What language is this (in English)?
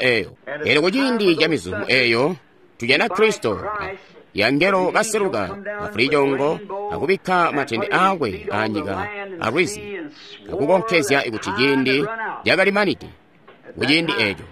Tonga (Zambia)